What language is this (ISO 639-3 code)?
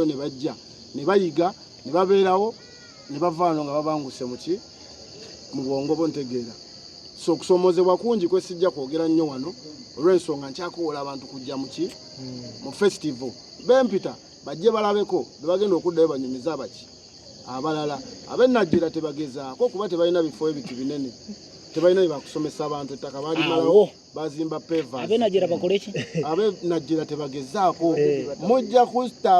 lug